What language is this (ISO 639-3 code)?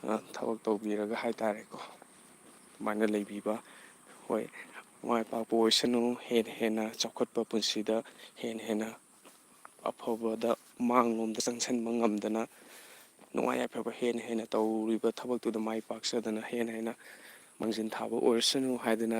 mni